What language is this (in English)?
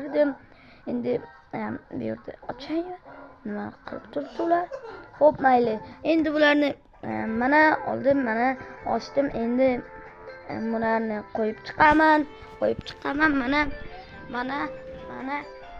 Uzbek